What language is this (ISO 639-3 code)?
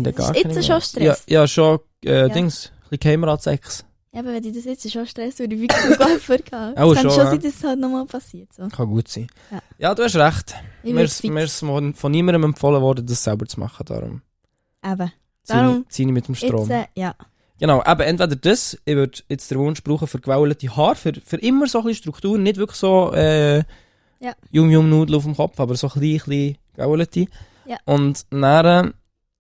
gsw